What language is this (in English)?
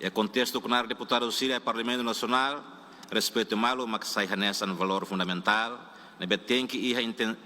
Tetum